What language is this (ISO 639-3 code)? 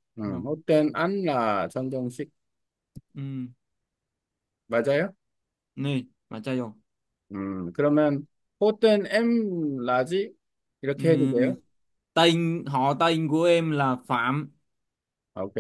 vie